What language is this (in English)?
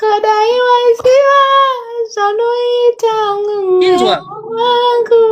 Shona